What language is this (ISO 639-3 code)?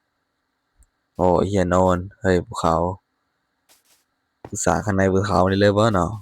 lao